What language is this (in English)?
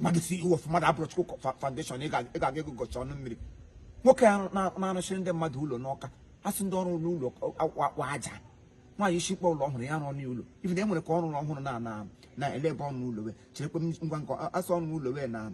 Igbo